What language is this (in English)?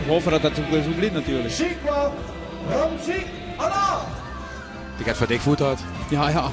Limburgish